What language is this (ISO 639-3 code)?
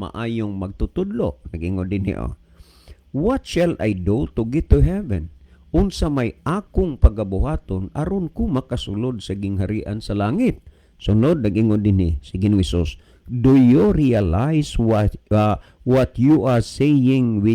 ceb